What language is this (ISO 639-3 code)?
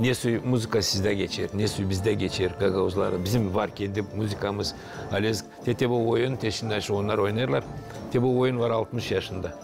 gag